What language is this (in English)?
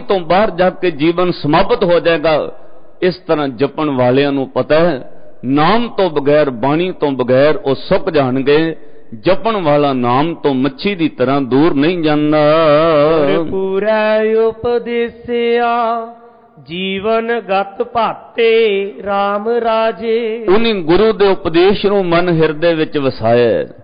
Punjabi